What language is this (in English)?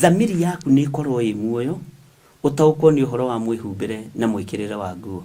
Kikuyu